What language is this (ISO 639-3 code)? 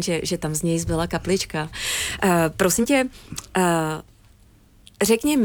ces